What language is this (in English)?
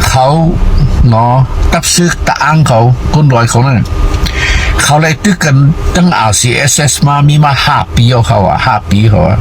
Shan